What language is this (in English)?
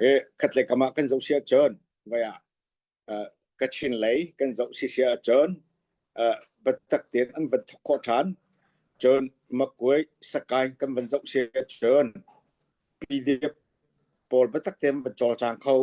Hakha Chin